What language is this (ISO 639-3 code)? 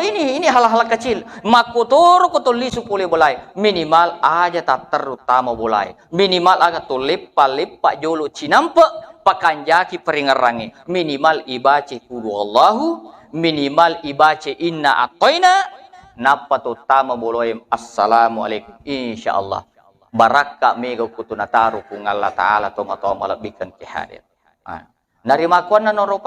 bug